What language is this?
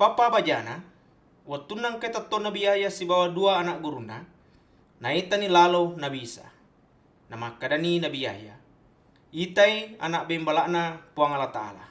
Buginese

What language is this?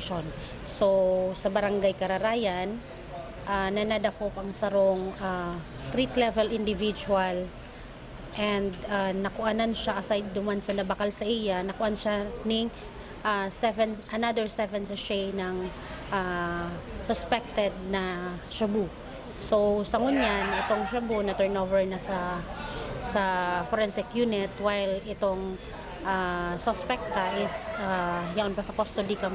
Bikol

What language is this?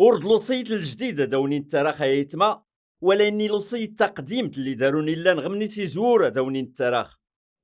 Kabyle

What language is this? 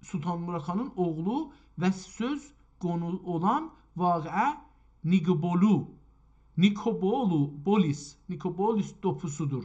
South Azerbaijani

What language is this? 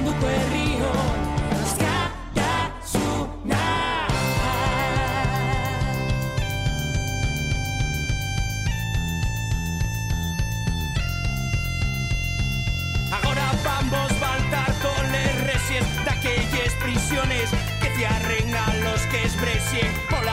Basque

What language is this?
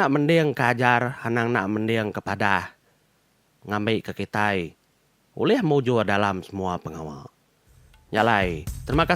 Iban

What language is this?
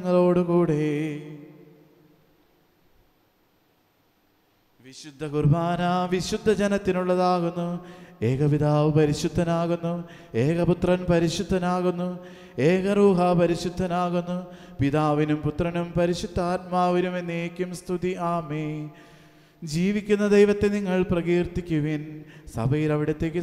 Malayalam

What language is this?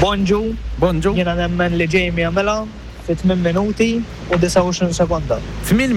Maltese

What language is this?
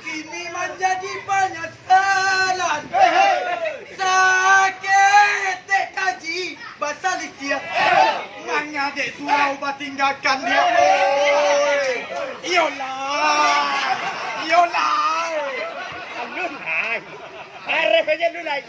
Minangkabau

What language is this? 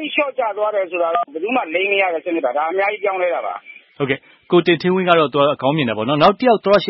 Burmese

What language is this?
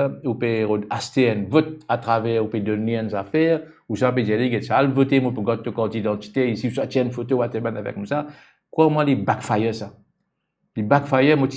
Morisyen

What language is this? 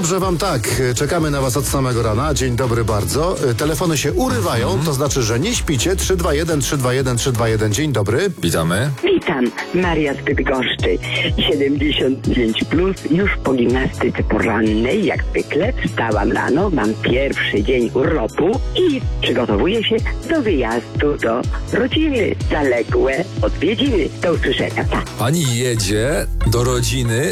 Polish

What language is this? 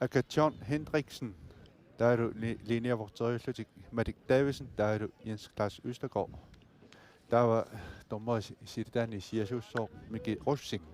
Kalaallisut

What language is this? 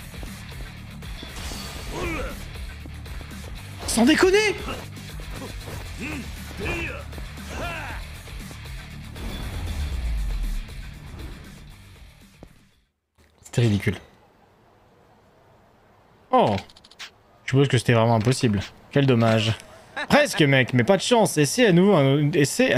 French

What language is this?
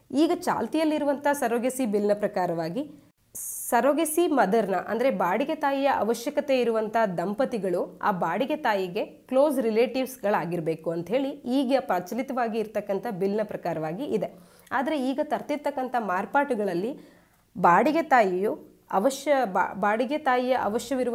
Kannada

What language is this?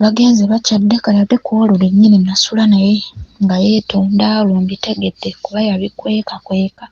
Ganda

